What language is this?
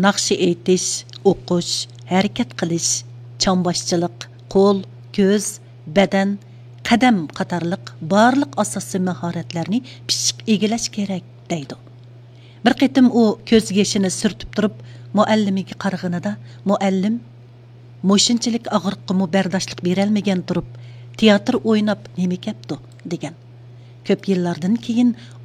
Uyghur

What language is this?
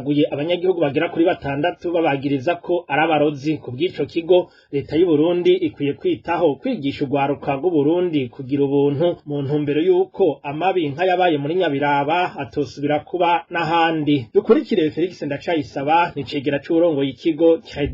Rundi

